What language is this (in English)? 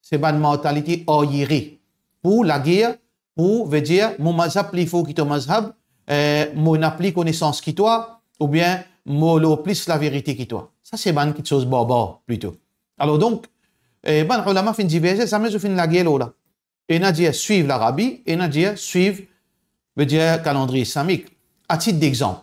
Morisyen